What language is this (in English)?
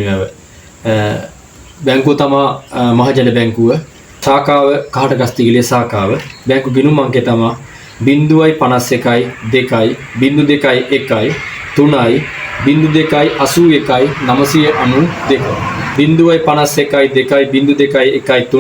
Sinhala